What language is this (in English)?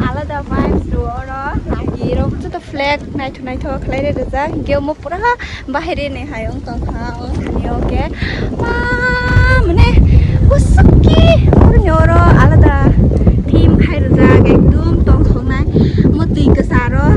Kok Borok